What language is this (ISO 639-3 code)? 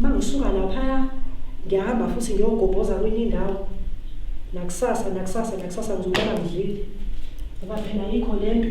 zul